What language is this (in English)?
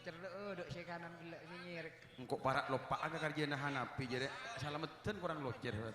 Madurese